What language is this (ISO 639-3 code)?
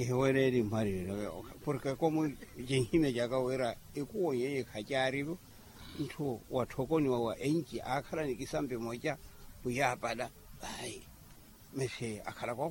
vmw